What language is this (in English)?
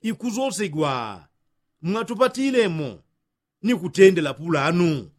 Yao